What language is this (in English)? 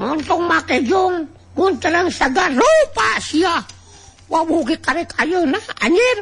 Sundanese